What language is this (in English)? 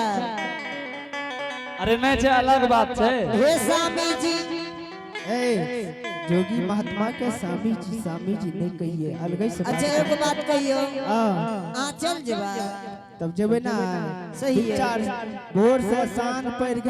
Angika